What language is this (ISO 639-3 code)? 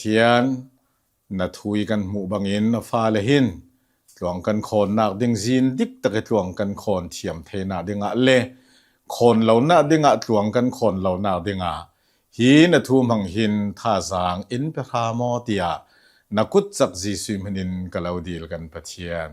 cnh